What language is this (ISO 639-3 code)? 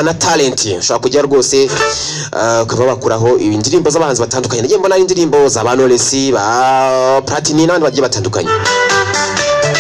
kin